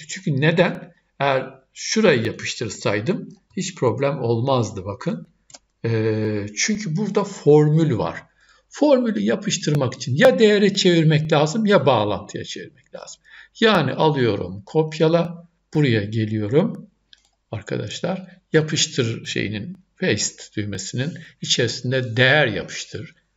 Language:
Turkish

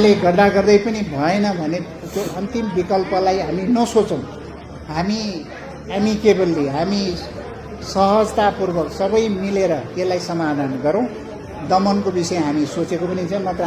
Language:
Nepali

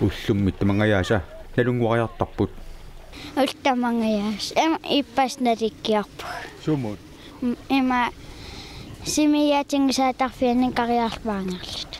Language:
Kalaallisut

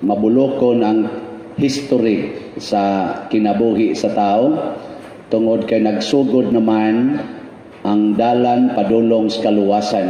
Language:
Cebuano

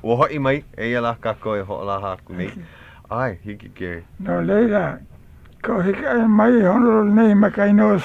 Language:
Hawaiian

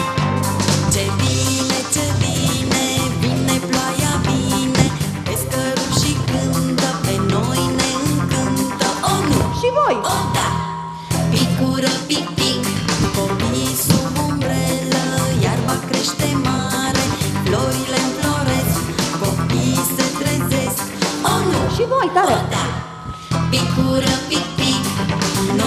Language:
Romanian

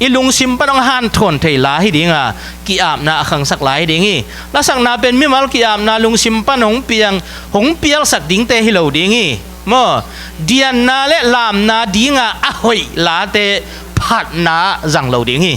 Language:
Tedim Chin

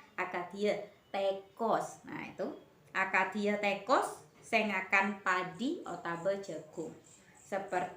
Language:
Madurese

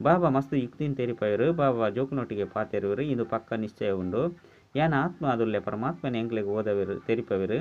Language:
Tulu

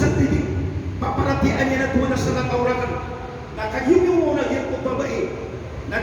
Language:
Maranao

